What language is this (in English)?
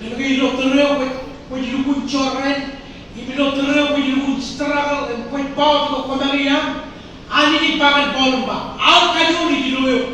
Marshallese